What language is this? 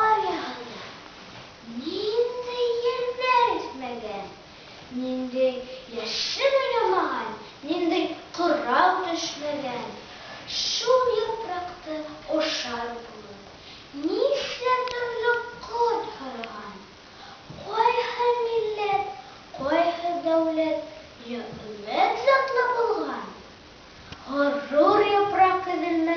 Bashkir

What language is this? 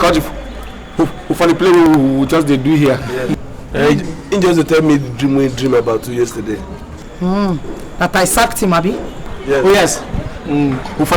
Nigerian Pidgin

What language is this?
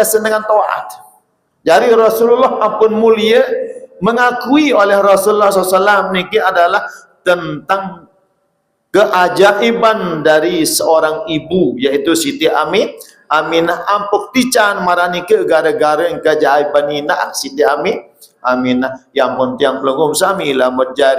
Sasak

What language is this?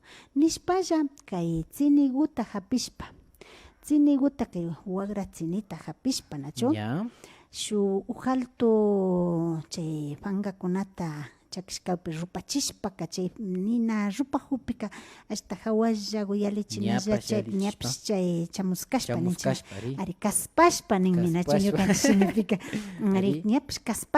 Imbabura Highland Quichua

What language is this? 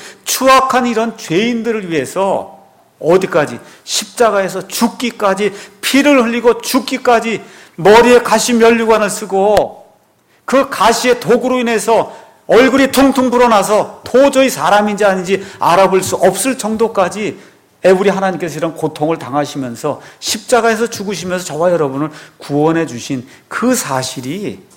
Korean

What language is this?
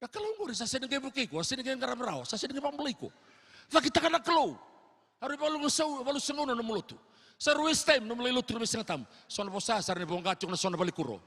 Fijian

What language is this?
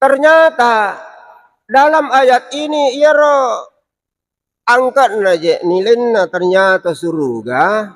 Buginese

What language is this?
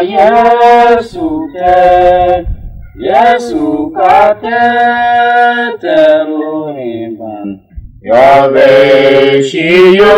Tiv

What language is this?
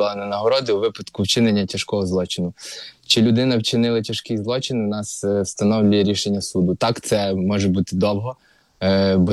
Ukrainian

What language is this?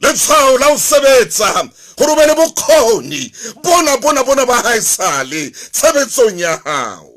Southern Sotho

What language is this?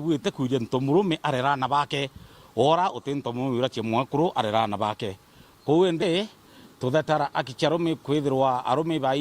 Meru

